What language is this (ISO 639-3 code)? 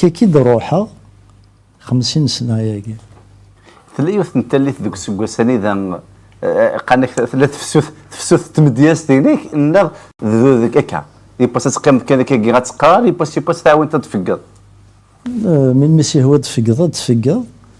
kab